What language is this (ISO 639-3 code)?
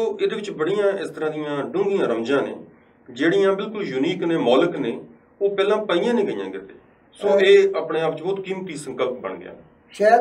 pan